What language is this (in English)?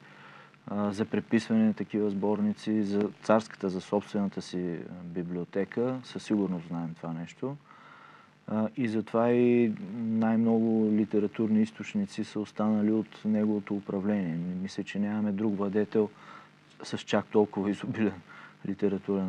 Bulgarian